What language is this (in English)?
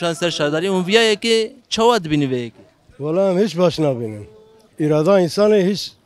Kurdish